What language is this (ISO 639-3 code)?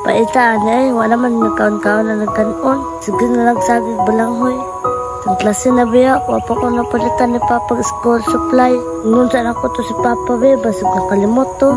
ceb